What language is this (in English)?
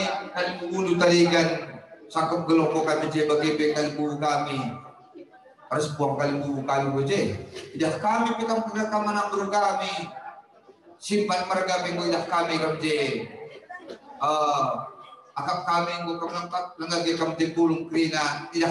Batak Karo